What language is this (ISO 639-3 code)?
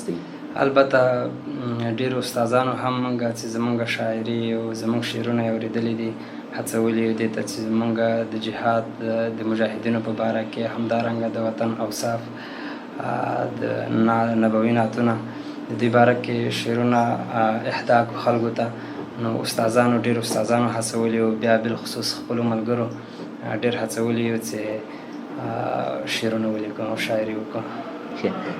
pus